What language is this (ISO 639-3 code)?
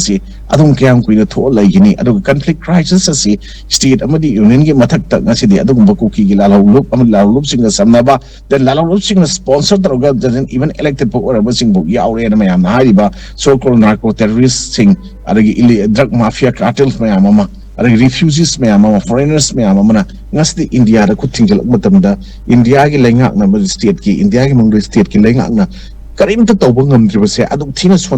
mni